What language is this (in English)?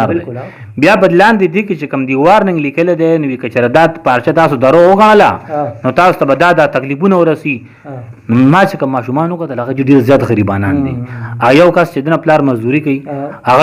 Pashto